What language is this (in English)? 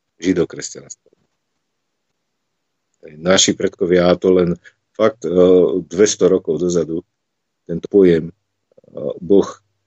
Slovak